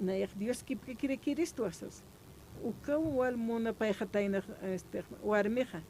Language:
Aymara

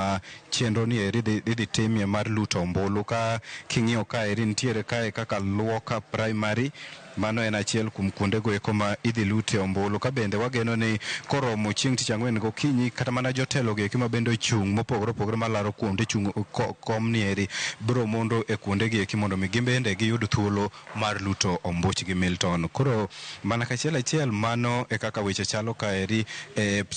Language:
Luo (Kenya and Tanzania)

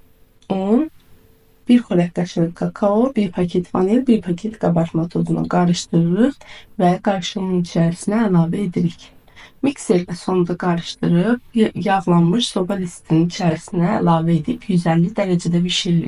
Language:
Azerbaijani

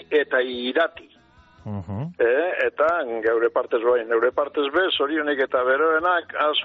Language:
Basque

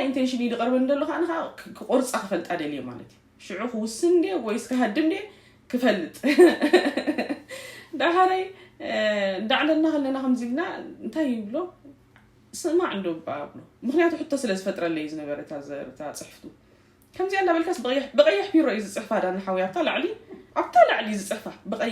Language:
Tigrinya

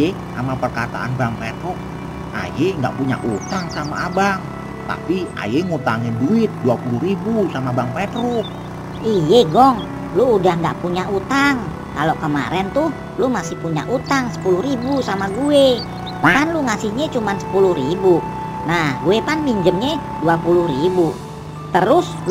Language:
Betawi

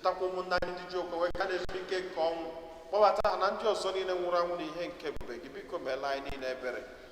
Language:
Igbo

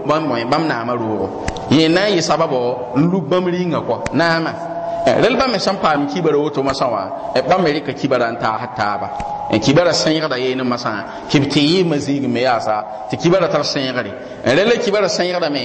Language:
Mossi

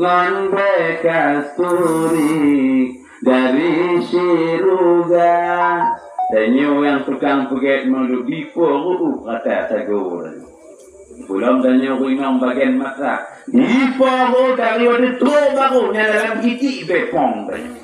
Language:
Achinese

